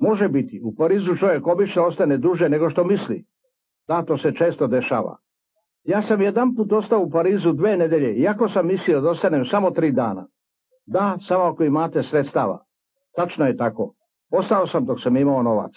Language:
Serbian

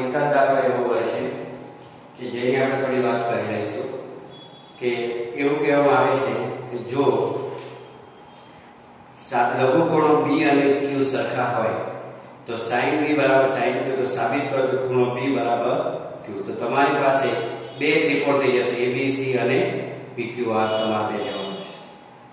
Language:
Gujarati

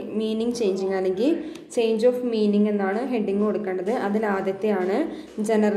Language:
Malayalam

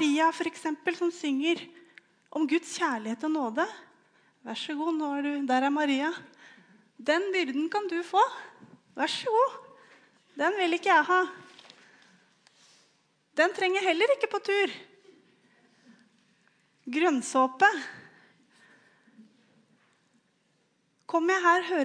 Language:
Norwegian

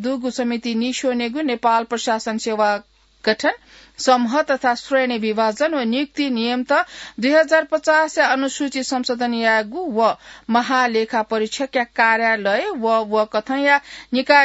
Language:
Newari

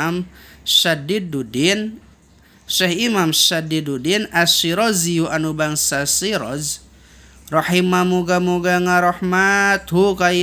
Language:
Sundanese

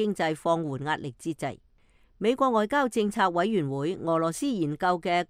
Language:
Cantonese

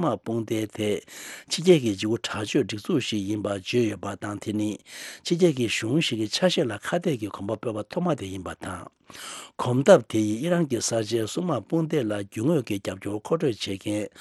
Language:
Tibetan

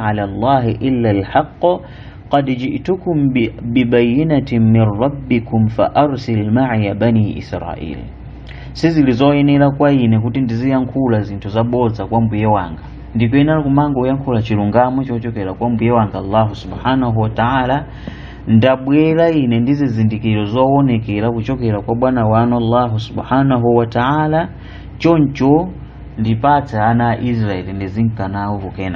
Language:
Nyanja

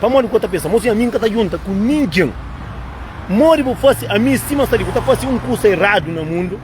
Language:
Kabuverdianu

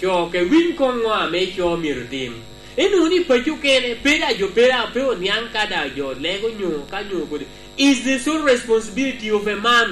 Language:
Lango (Uganda)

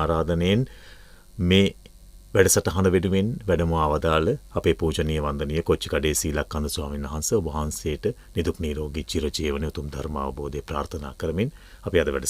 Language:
Sinhala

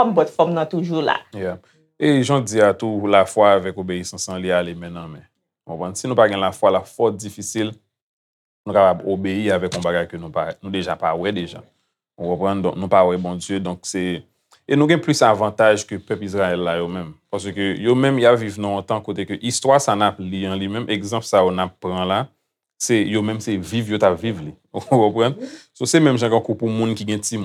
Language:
Haitian Creole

